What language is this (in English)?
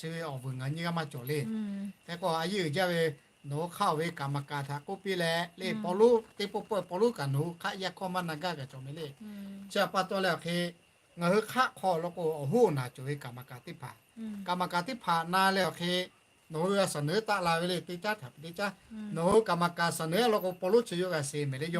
Lahu